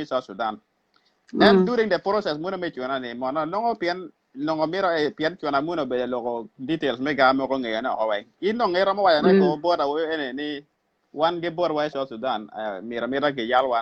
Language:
Acoli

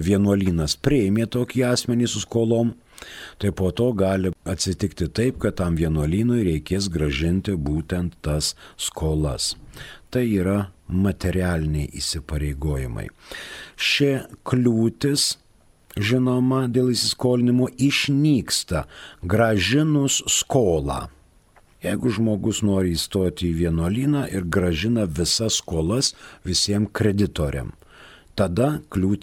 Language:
Lithuanian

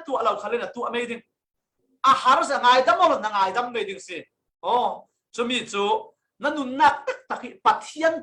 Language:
Falam Chin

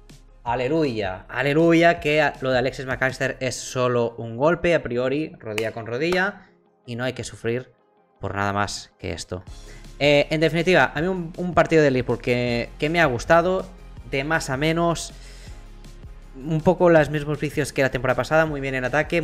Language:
Spanish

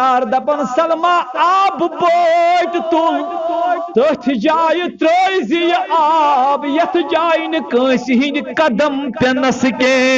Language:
Kashmiri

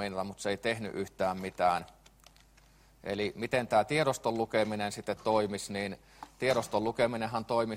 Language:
Finnish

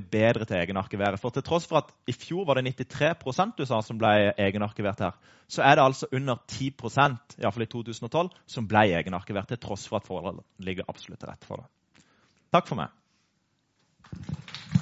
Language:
Norwegian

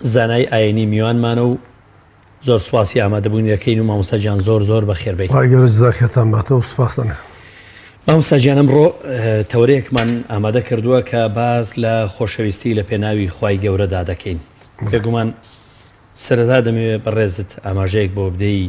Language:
Central Kurdish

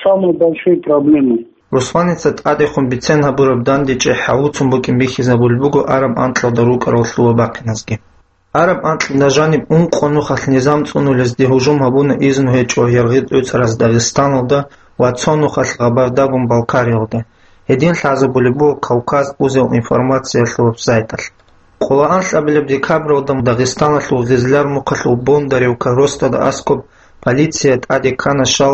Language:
Avaric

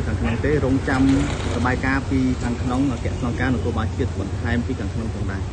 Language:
Khmer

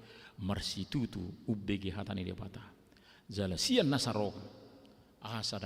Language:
Batak Toba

